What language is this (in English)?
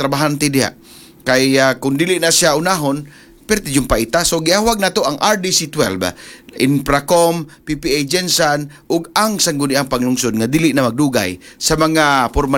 Cebuano